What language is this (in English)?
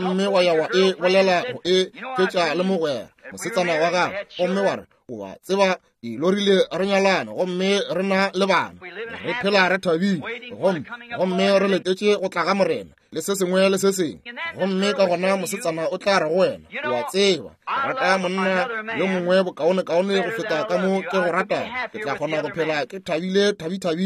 Northern Sotho